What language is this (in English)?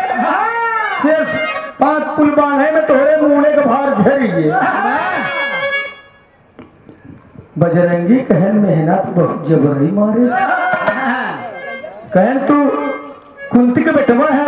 Bhojpuri